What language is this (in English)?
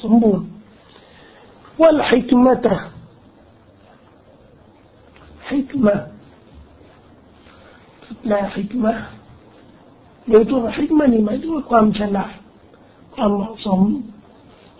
Thai